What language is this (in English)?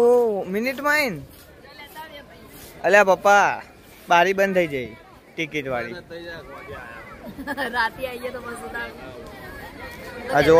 Gujarati